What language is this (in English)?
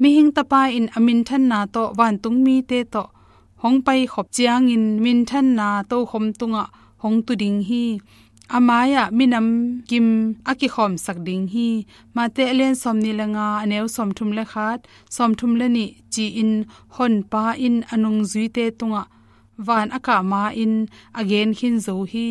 Tedim Chin